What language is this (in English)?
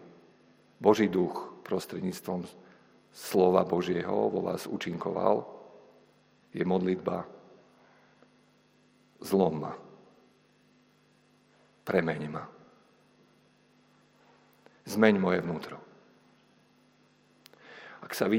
Slovak